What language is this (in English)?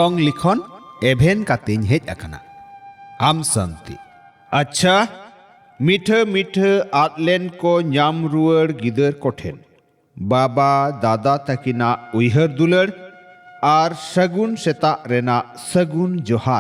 Santali